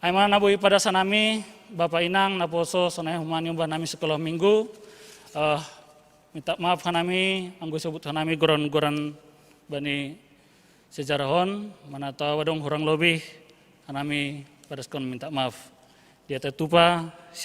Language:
Batak Simalungun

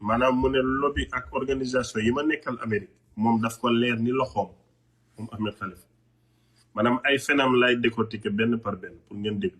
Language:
Wolof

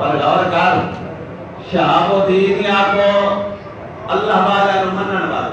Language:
Saraiki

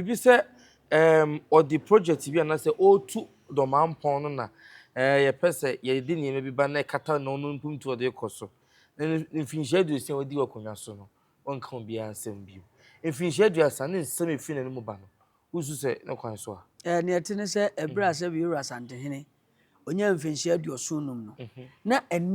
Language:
Akan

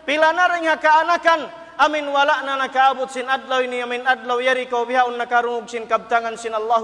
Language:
Tausug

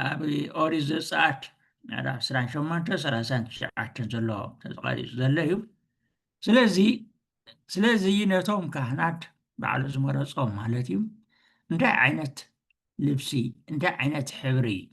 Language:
Tigrinya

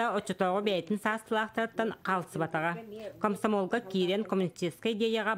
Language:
Yakut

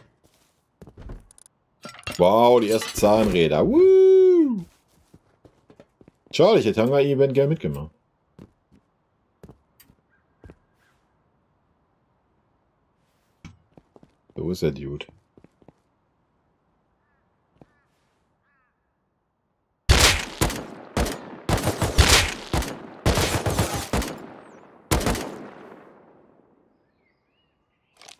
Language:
German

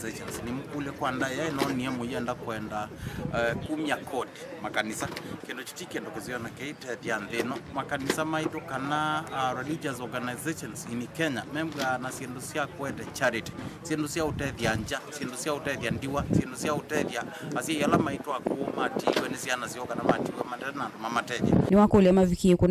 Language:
Kamba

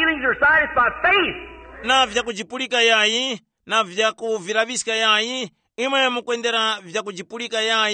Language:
Tumbuka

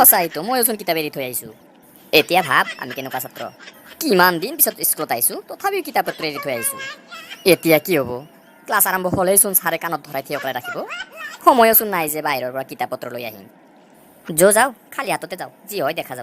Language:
Assamese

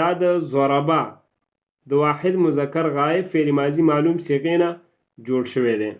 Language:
Pashto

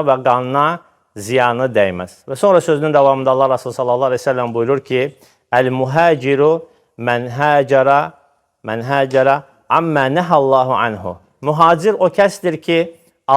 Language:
Azerbaijani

